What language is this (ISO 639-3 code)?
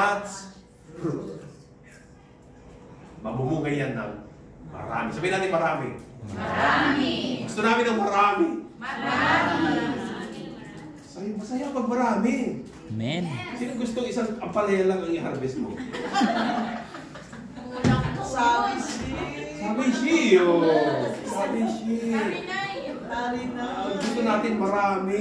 fil